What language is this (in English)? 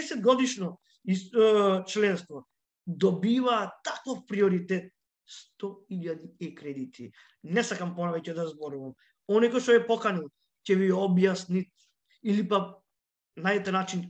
Macedonian